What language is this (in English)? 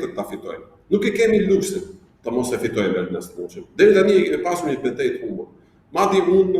Albanian